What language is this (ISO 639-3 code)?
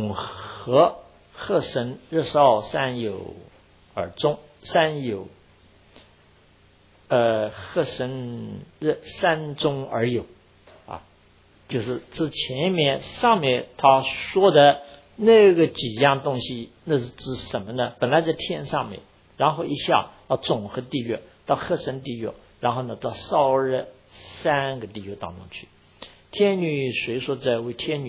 zho